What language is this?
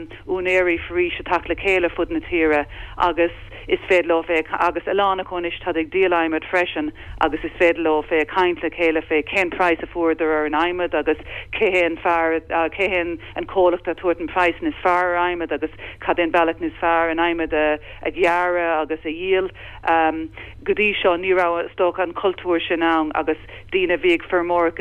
Irish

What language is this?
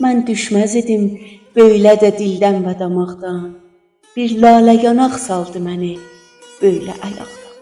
South Azerbaijani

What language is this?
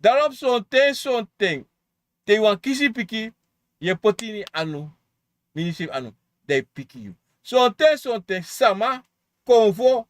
Sranan Tongo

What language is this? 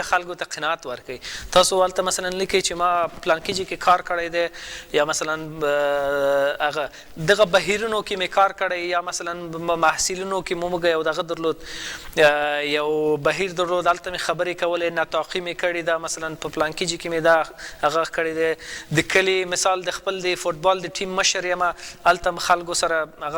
Pashto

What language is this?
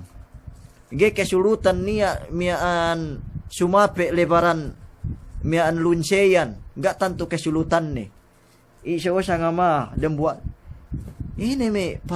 Yakan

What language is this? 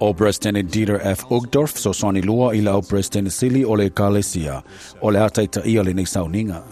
Samoan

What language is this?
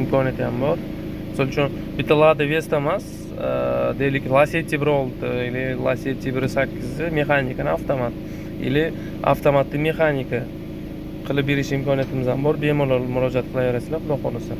Uzbek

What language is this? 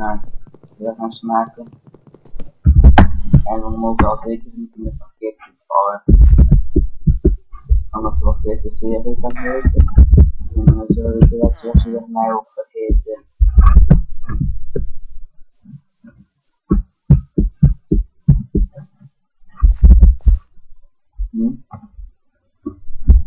Dutch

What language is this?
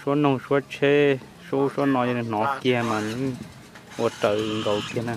Hmong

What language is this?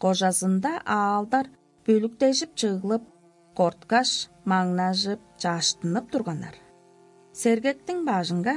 Tuvinian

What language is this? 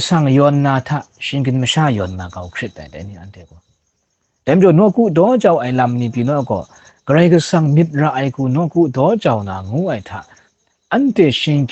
Kachin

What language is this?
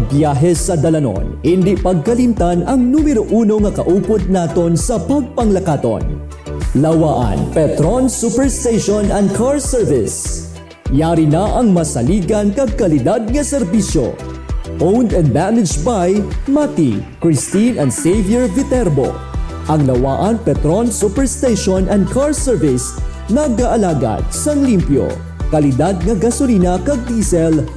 Hiligaynon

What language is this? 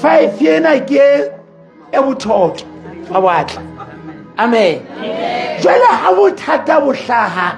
Southern Sotho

